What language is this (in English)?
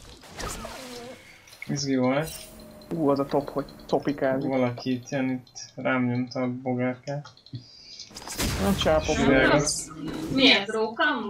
Hungarian